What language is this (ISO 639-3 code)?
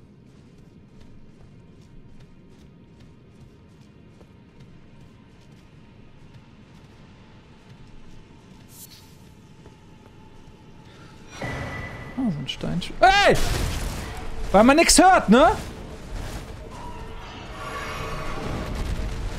deu